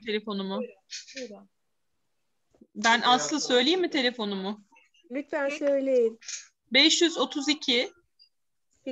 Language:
Turkish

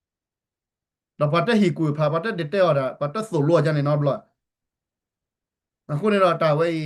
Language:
S'gaw Karen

